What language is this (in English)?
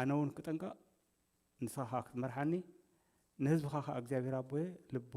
Tigrinya